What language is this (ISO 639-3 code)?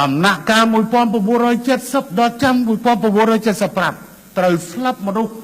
khm